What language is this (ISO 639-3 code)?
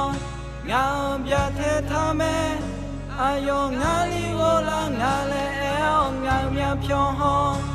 ahk